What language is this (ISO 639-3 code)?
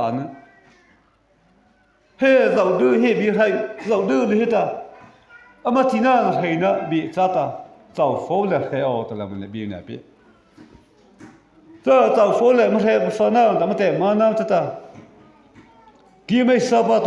mrh